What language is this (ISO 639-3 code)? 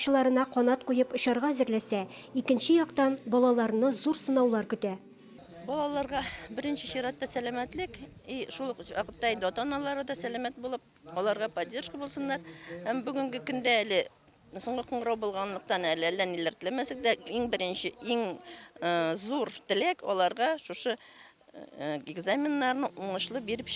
tat